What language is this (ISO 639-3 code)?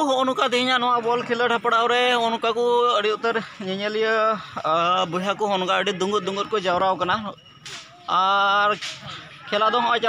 sat